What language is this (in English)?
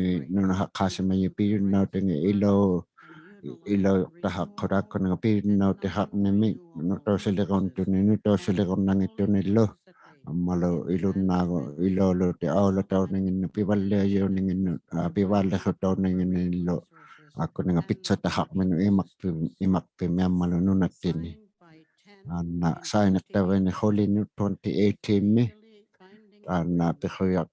Inuktitut